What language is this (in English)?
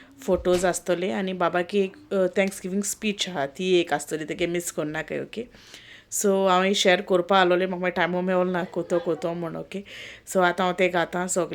Konkani